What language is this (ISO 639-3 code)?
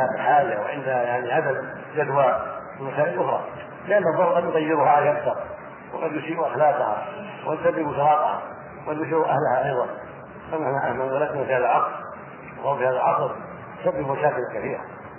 ara